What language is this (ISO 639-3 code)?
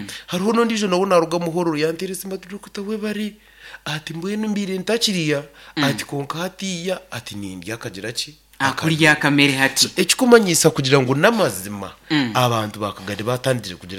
nyn